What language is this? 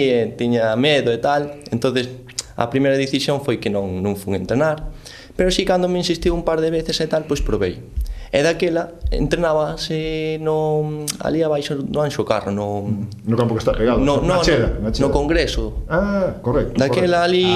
Galician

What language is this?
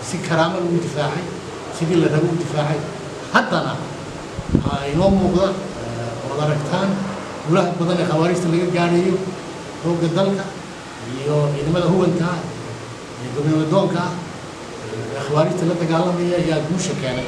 Somali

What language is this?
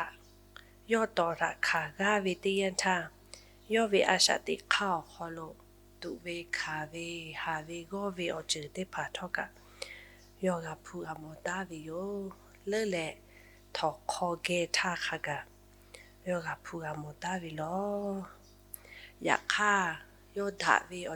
Lahu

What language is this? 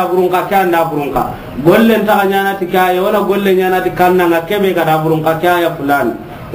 Soninke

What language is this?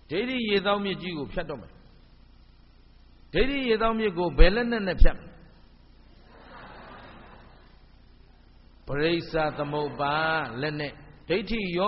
Burmese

